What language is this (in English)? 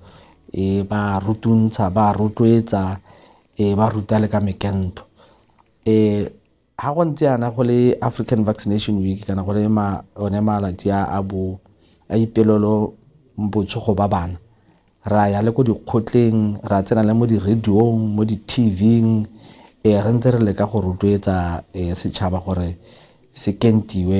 Tswana